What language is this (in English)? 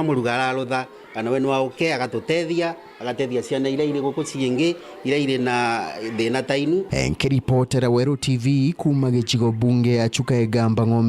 Meru